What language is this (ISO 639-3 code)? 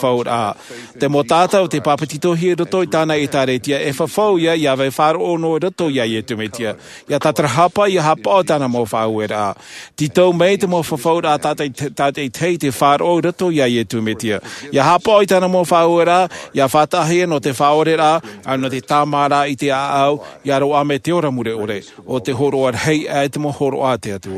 tah